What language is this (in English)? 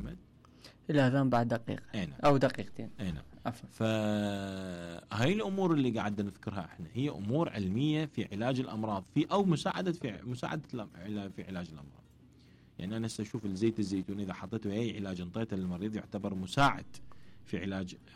Mesopotamian Arabic